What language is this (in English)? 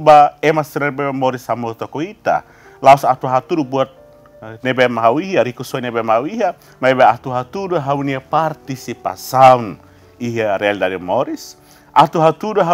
Tetum